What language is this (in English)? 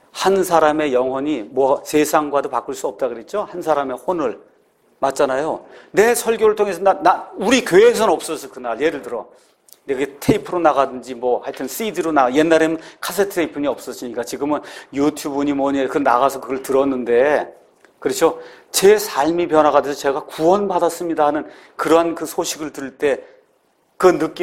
Korean